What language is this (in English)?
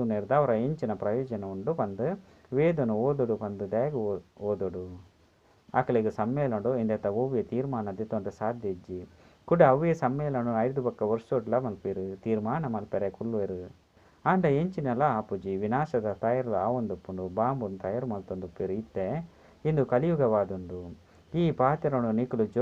Tulu